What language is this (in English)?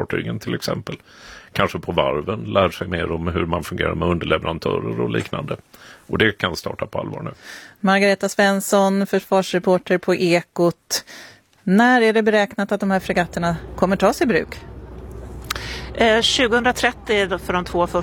Swedish